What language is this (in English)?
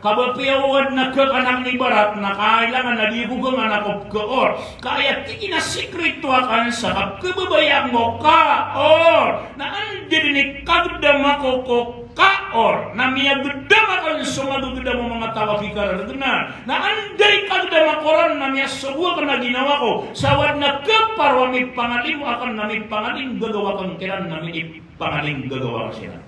Maranao